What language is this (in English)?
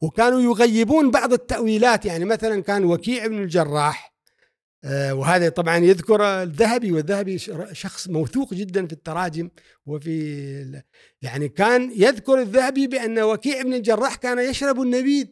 Gulf Arabic